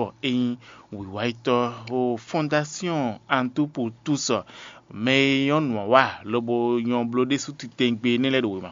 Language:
Fon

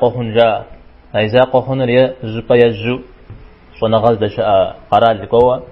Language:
Kabardian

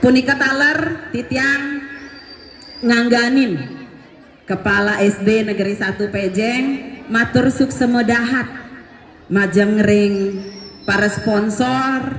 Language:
Balinese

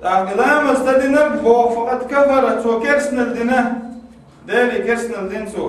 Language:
Chechen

